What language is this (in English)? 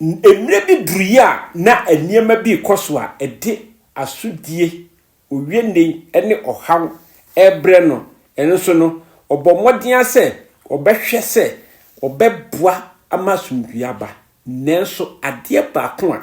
Akan